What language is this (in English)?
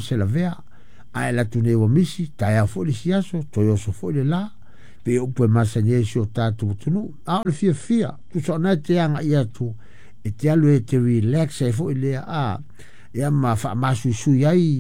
Samoan